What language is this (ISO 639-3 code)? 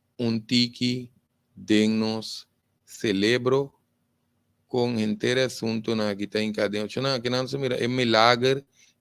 pap